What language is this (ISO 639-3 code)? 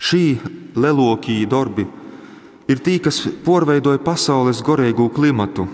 ltg